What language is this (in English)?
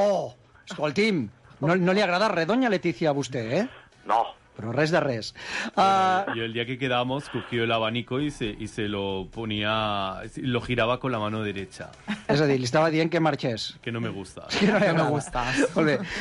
Catalan